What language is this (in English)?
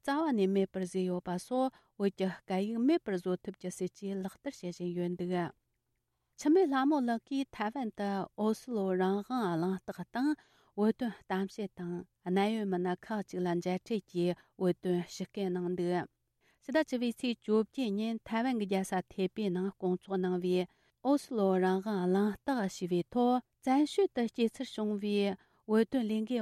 Tibetan